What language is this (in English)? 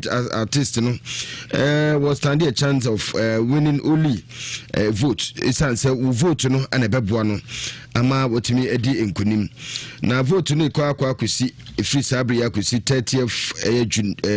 Akan